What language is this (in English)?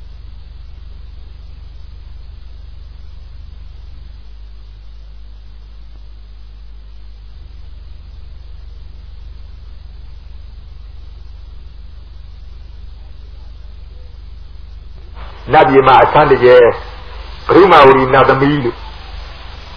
Burmese